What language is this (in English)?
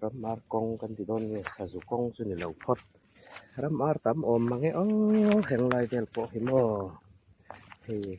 Hmar